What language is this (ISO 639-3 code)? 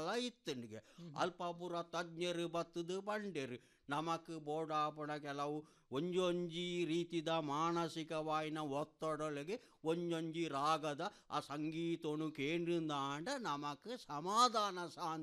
kan